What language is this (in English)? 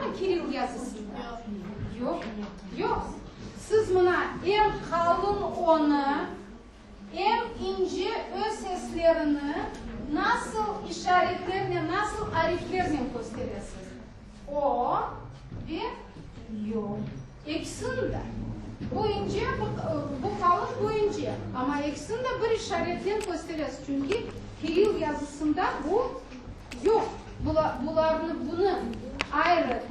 Crimean Tatar